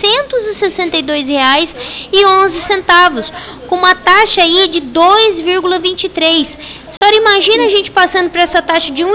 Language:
Portuguese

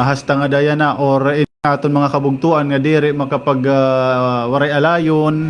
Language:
Waray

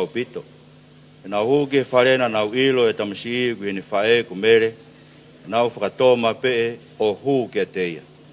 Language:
Tongan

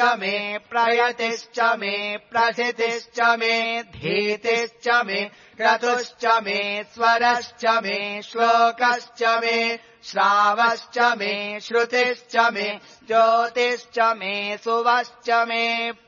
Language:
Sanskrit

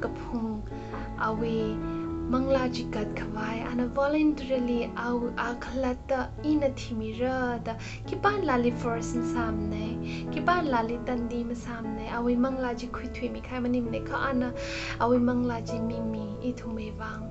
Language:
Tangkhul Naga (India)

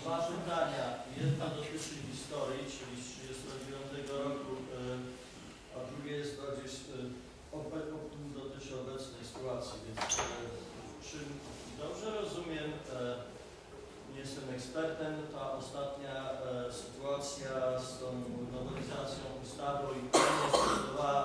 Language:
Polish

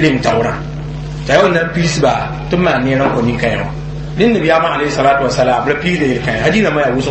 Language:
Mossi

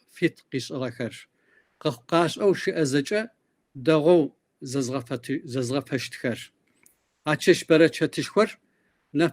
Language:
Kabardian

